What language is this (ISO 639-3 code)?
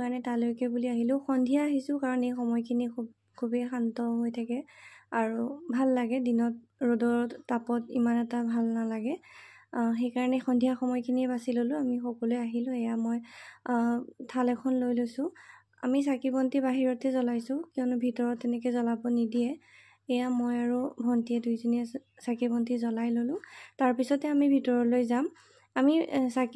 asm